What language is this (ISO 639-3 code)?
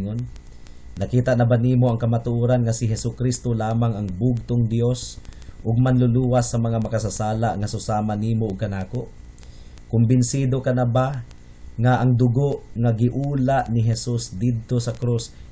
ceb